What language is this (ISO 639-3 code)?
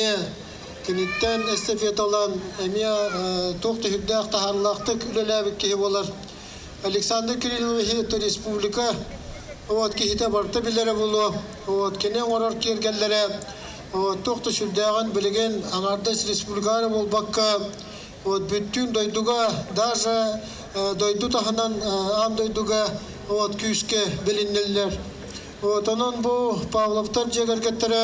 sah